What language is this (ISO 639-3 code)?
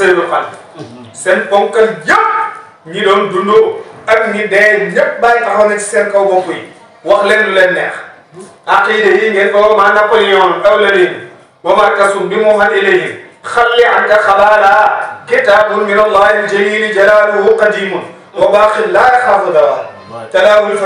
wol